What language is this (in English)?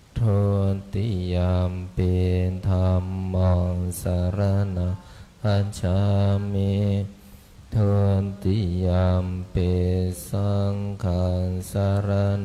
Pali